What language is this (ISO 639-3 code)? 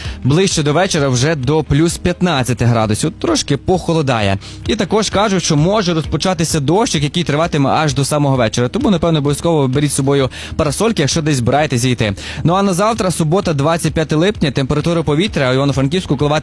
ukr